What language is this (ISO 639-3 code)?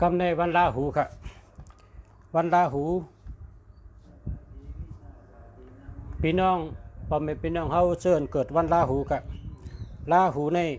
shn